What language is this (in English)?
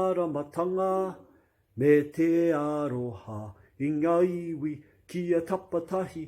Māori